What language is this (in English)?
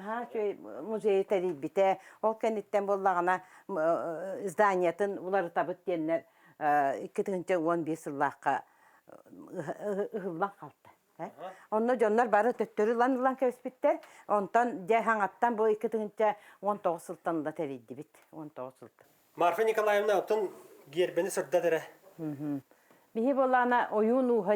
Yakut